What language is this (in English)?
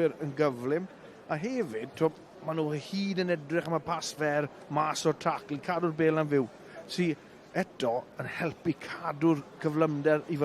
Welsh